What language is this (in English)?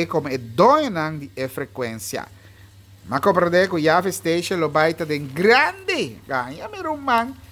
Papiamento